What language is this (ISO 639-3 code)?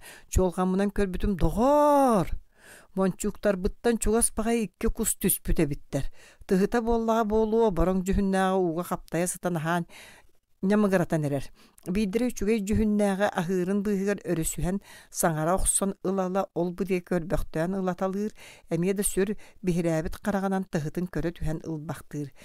sah